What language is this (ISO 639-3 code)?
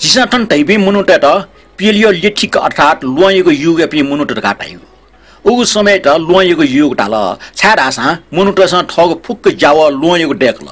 new